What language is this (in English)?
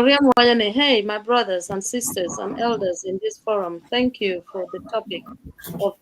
Acoli